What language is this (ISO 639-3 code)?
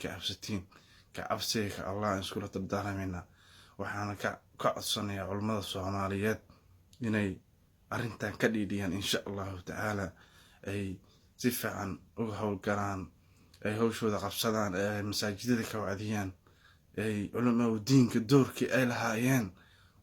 som